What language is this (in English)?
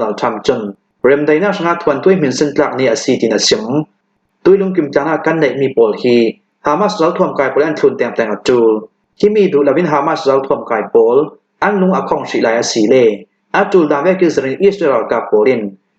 Hakha Chin